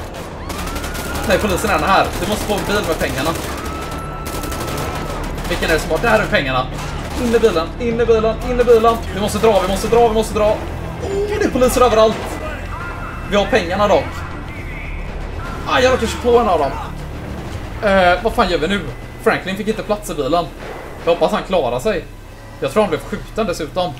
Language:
Swedish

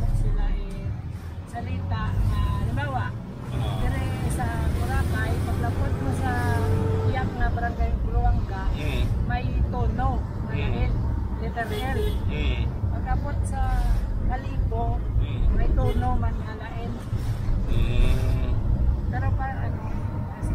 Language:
Hiligaynon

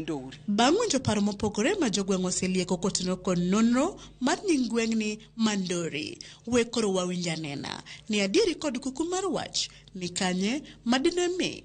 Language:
Luo (Kenya and Tanzania)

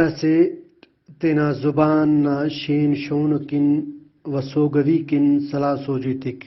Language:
Brahui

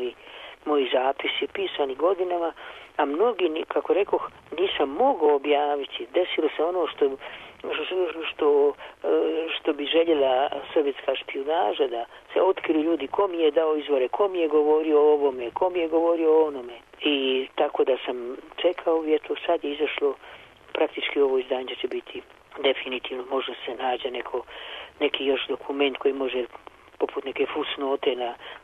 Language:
Serbian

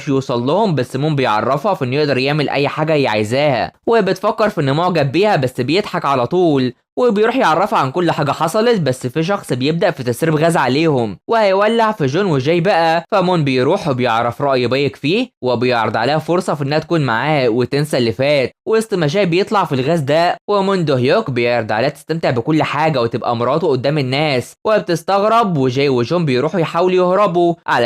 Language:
Egyptian Arabic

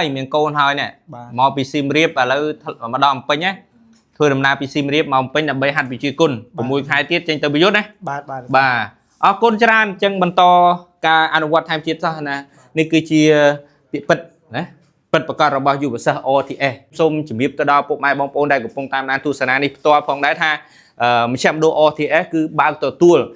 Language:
Khmer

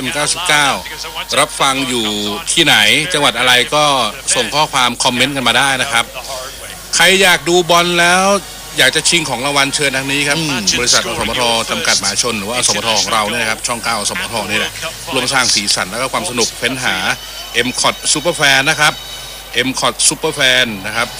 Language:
Thai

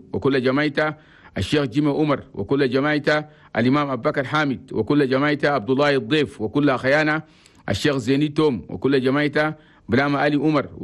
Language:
Chadian Arabic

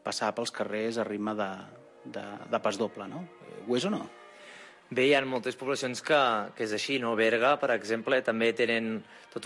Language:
Catalan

